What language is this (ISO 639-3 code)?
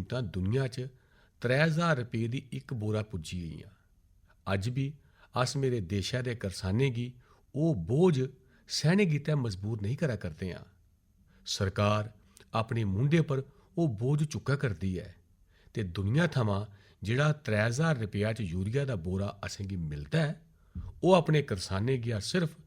doi